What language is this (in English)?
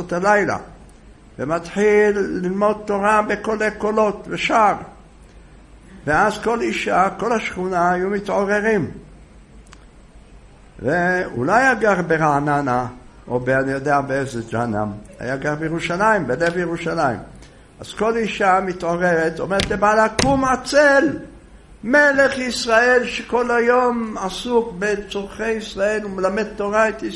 Hebrew